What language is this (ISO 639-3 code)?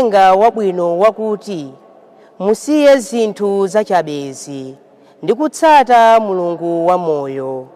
nya